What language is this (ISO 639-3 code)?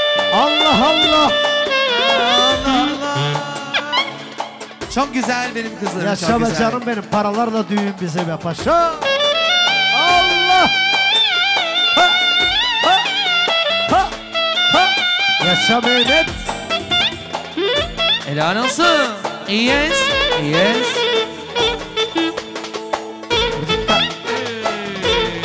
tur